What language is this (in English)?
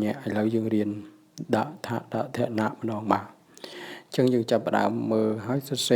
Khmer